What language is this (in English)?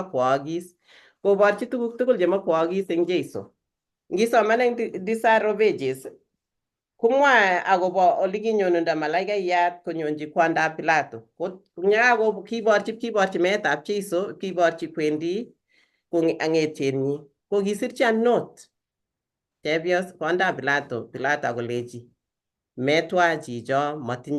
Kalenjin